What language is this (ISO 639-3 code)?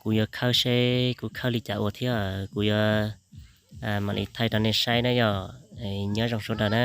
hmn